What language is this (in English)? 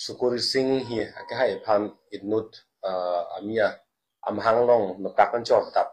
Karbi